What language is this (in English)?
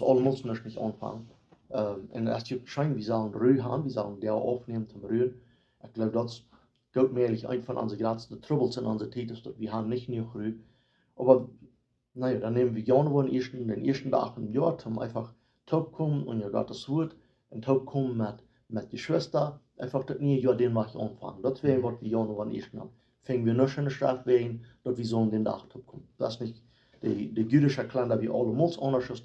Plautdietsch